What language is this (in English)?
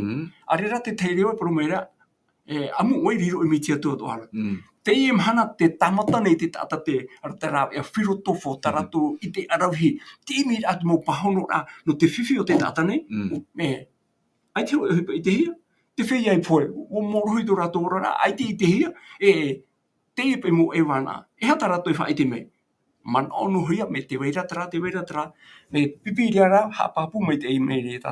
Tahitian